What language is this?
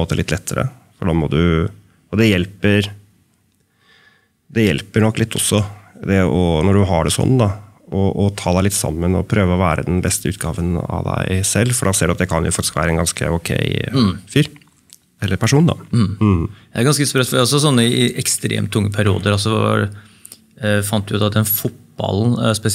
Norwegian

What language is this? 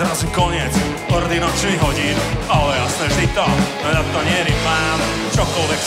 Slovak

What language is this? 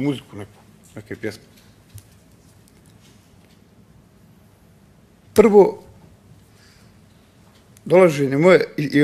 Bosnian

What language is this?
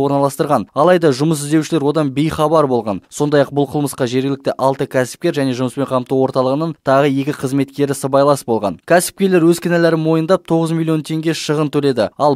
Kazakh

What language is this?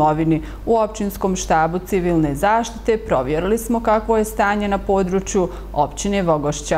Bosnian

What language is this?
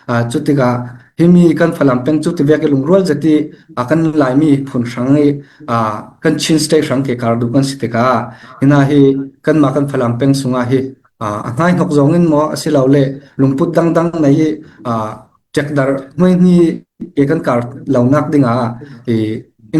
Falam Chin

